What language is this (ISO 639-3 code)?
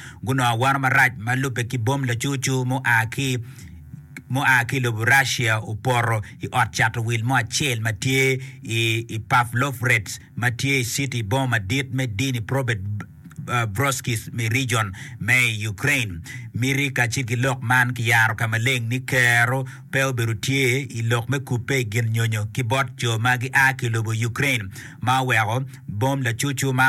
ach